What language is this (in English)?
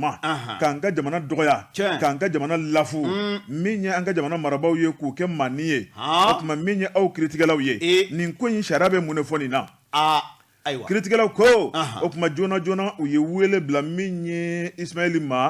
Bambara